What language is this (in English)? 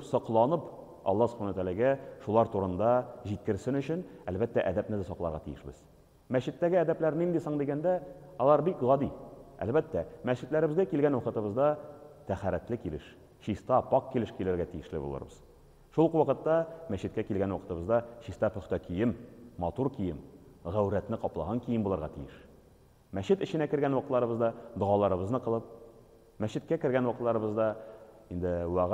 Tatar